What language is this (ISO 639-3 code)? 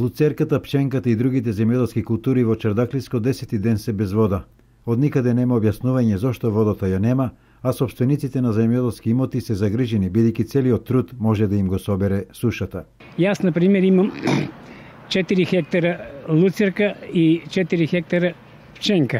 mkd